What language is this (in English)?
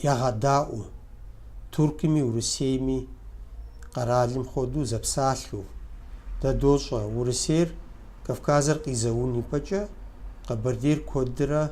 Kabardian